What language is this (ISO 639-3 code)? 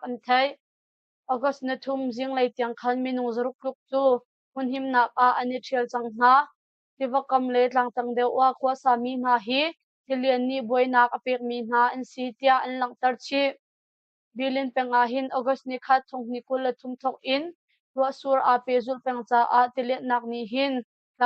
cnh